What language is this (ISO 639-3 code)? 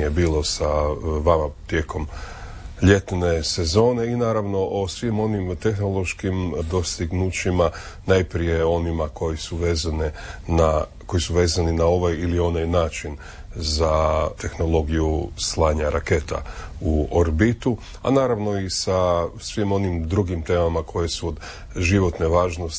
hrv